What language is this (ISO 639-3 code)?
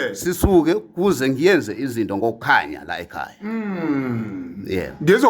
zul